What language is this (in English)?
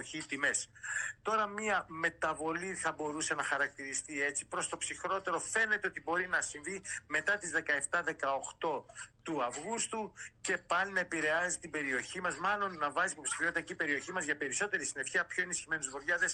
Greek